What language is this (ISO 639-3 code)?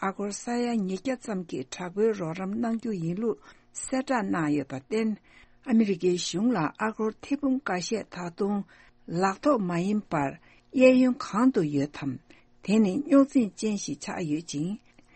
bod